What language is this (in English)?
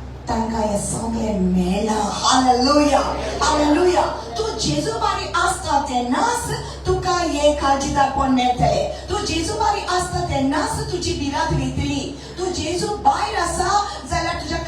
Konkani